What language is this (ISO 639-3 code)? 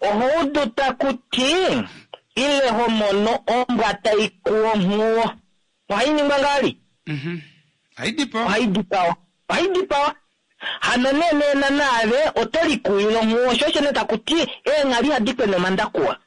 kua